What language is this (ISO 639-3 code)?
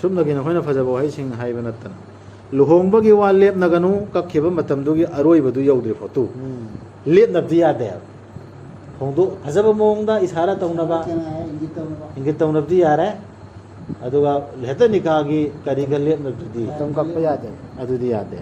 mni